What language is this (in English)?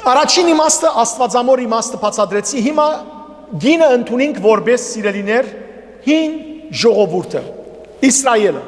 Western Armenian